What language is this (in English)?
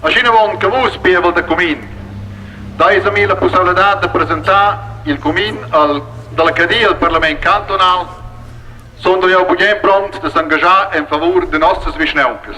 Romansh